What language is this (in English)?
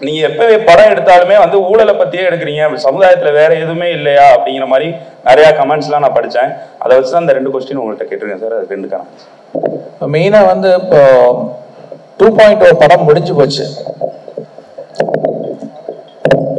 Tamil